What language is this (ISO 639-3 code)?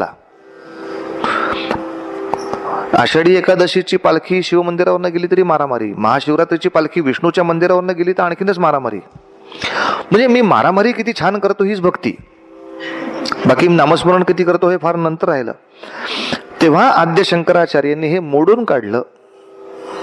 mar